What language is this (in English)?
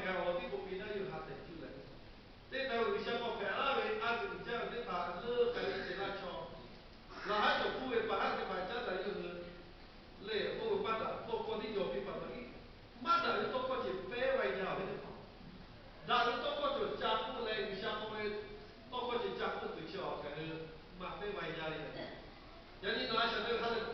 Lahu